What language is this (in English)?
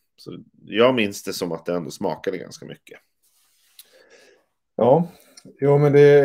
Swedish